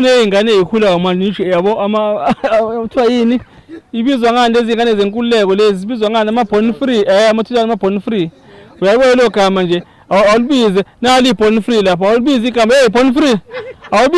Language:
Zulu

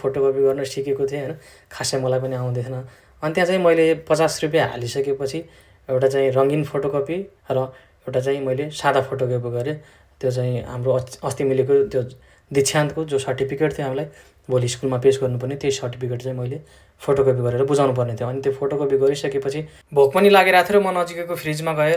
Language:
Nepali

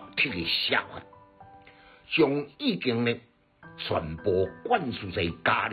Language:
Min Nan Chinese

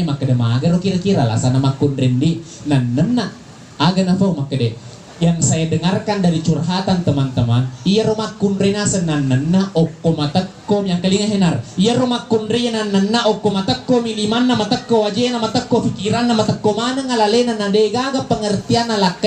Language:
Buginese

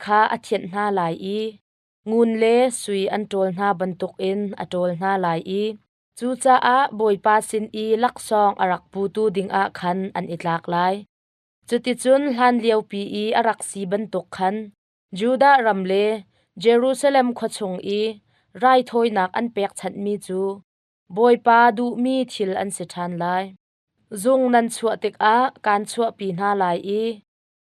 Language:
Hakha Chin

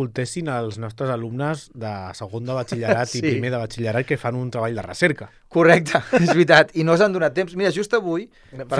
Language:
Catalan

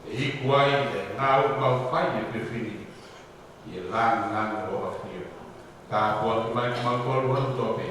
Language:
Tongan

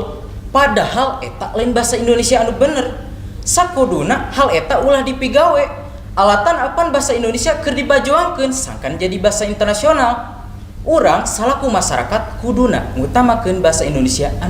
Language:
Sundanese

